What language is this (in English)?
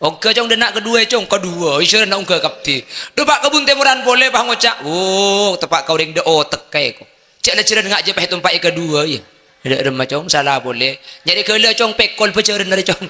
Madurese